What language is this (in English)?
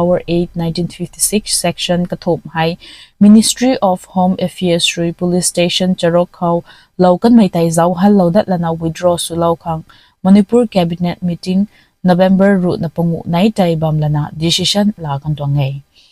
Rongmei Naga